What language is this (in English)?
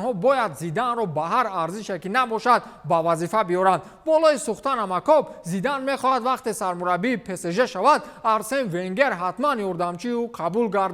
Tajik